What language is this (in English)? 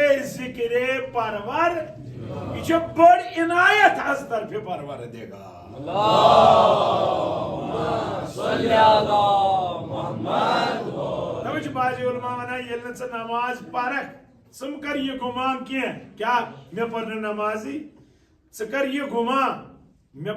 Kashmiri